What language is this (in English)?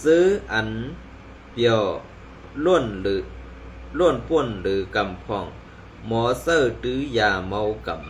Shan